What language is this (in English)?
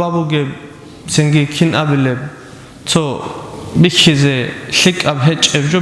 Avaric